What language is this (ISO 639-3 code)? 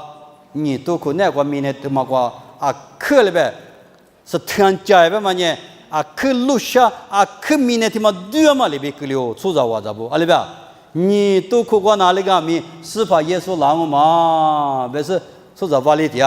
lis